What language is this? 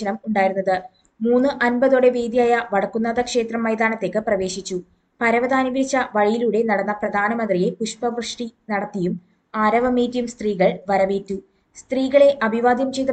Malayalam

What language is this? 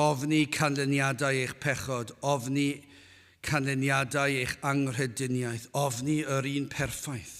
Welsh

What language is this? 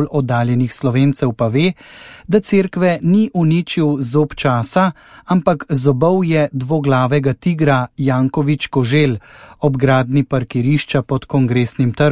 Slovenian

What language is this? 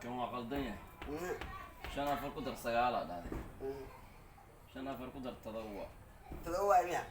Somali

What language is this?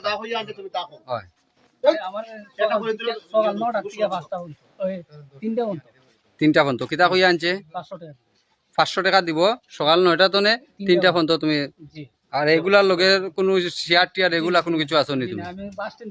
Sylheti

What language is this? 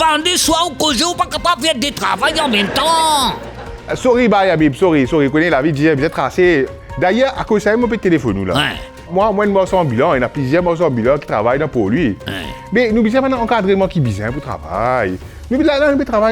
Morisyen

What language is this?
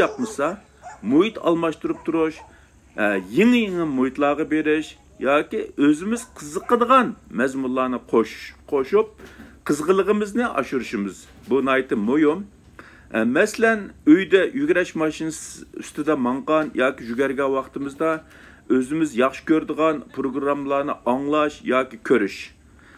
Uyghur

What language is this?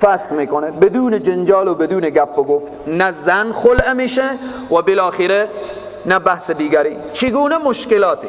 Persian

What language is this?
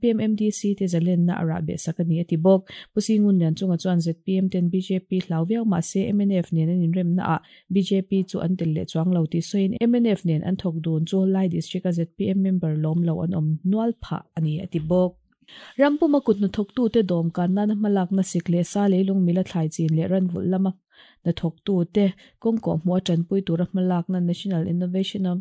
Mizo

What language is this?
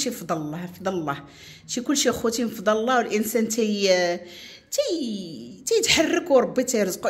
Moroccan Arabic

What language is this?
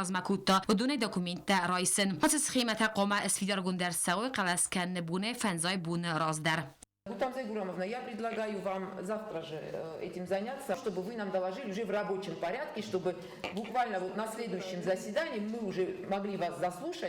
Ossetic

